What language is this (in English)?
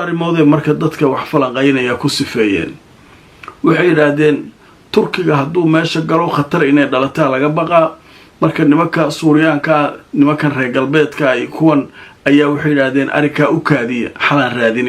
Somali